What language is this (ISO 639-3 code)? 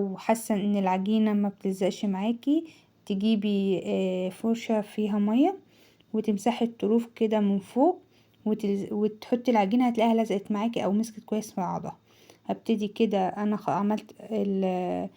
arz